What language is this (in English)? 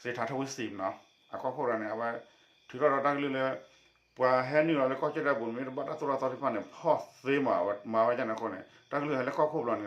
S'gaw Karen